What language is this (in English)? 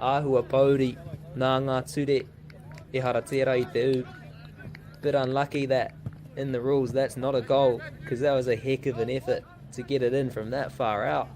Māori